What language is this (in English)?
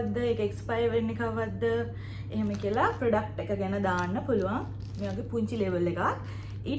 Sinhala